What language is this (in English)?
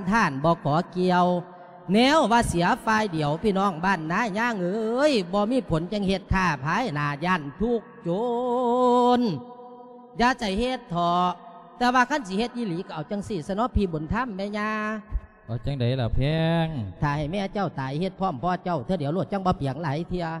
Lao